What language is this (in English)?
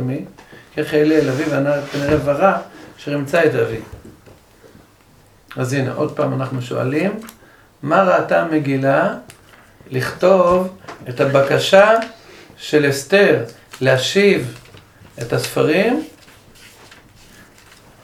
Hebrew